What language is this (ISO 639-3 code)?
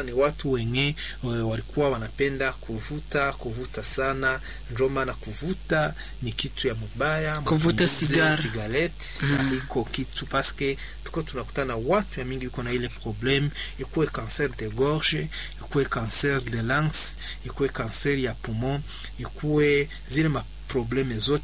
swa